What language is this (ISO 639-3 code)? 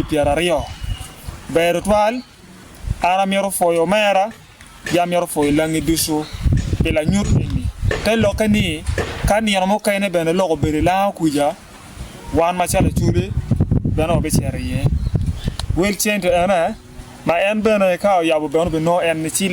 ach